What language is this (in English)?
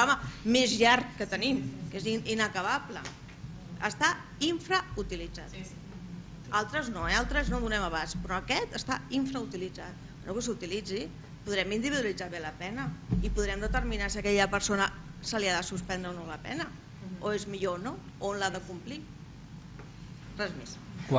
Catalan